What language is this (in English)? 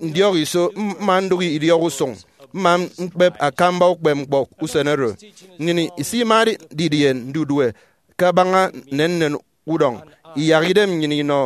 Efik